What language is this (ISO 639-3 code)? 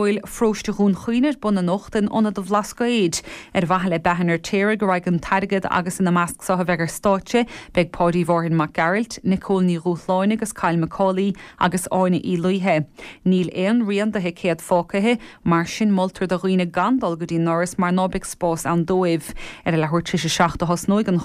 gle